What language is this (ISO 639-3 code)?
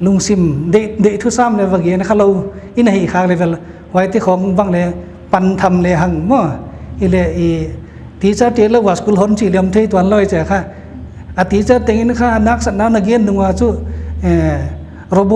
pck